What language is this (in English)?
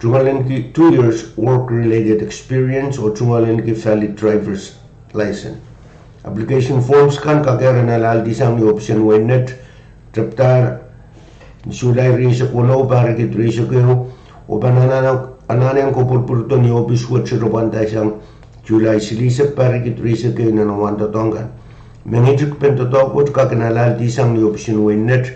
Pohnpeian